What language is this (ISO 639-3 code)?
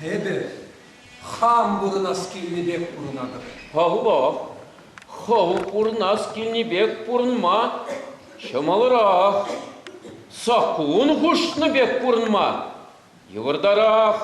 chv